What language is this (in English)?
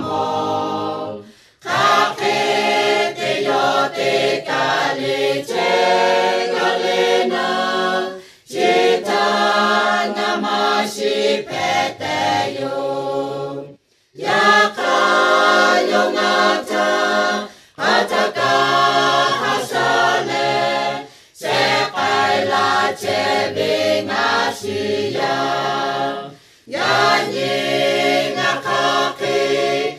Lahu